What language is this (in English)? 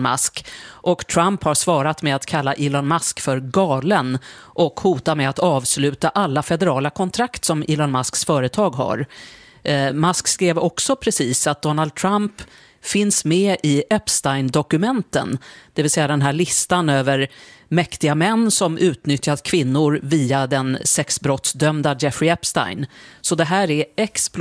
Swedish